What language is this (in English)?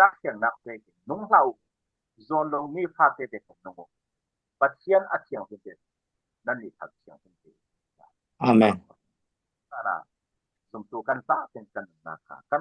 Falam Chin